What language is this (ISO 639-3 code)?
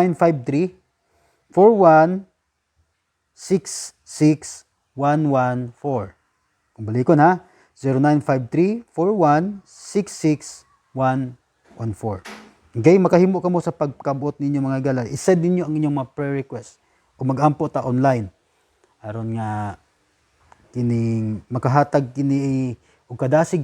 ceb